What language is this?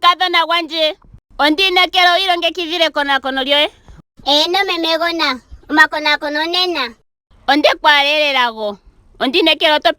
Ndonga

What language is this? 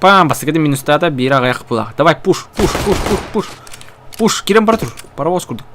Yakut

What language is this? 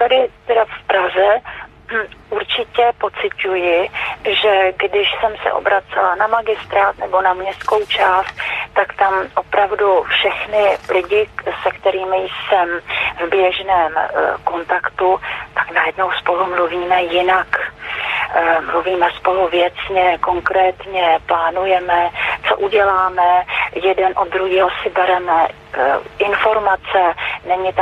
Czech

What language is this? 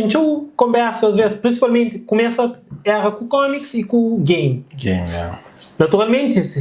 Kabuverdianu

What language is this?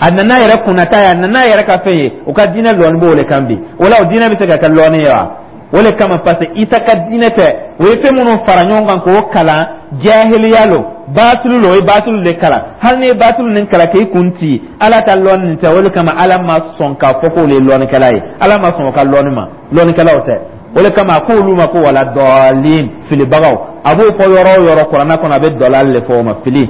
Dyula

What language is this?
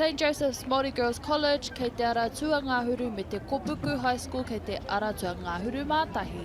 Māori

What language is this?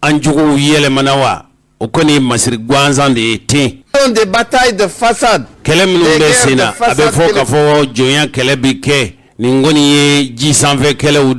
Bambara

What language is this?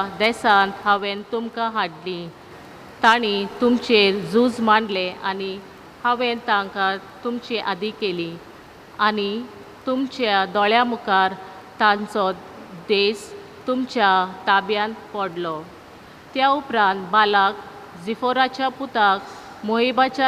Konkani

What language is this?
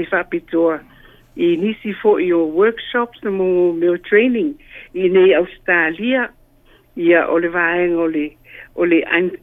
Samoan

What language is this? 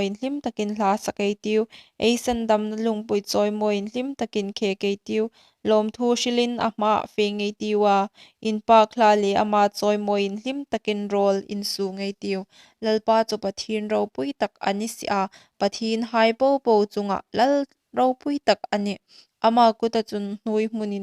Hmar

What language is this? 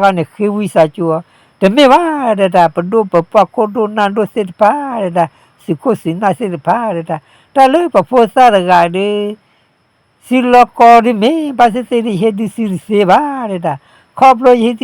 S'gaw Karen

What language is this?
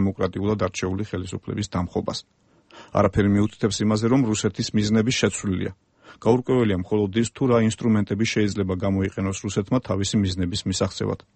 Georgian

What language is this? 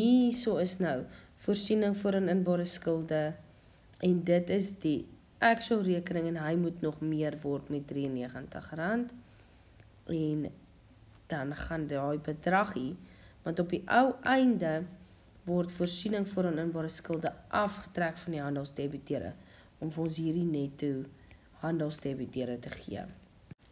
Afrikaans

